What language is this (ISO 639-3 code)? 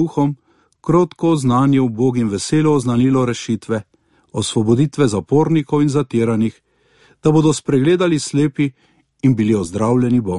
slv